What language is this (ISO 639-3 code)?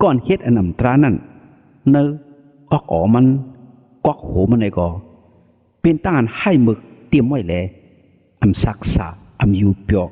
shn